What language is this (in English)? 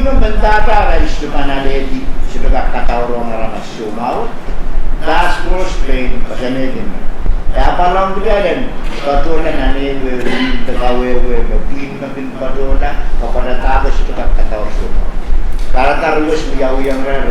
Pohnpeian